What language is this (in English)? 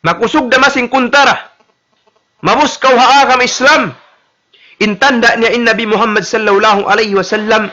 Tausug